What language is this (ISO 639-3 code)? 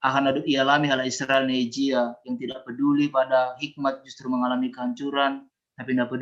bts